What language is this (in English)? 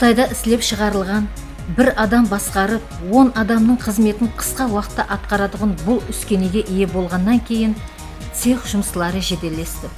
Kara-Kalpak